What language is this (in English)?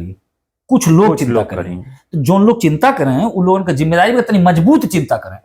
Bhojpuri